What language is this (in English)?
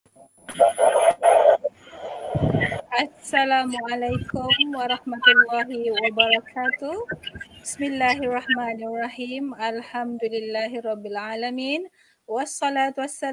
Malay